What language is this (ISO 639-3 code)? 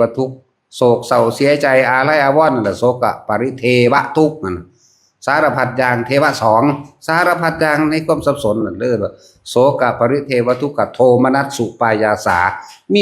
tts